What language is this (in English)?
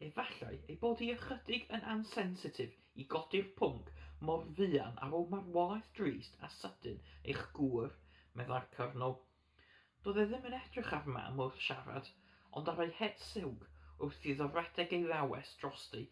Welsh